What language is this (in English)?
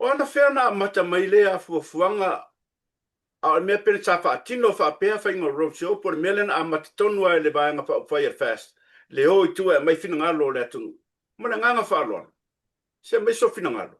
Samoan